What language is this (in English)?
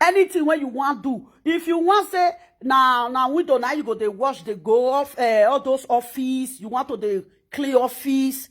Nigerian Pidgin